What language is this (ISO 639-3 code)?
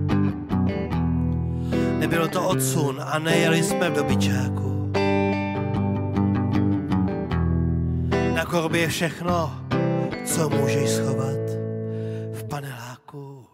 ces